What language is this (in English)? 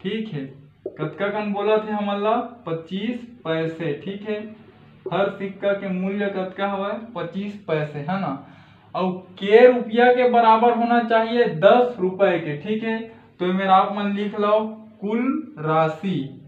Chhattisgarhi